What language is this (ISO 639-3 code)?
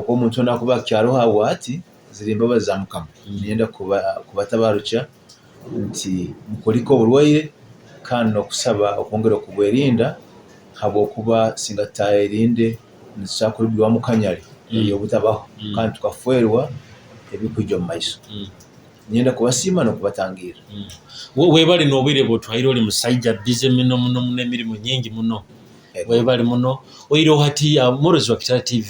nyo